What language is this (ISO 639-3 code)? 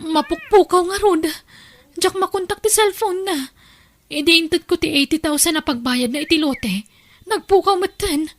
ilo